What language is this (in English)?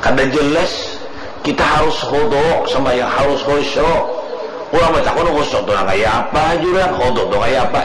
Banjar